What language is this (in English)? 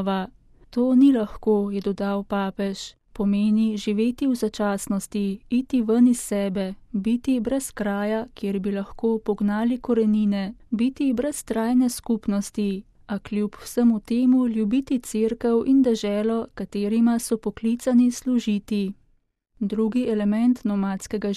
Slovenian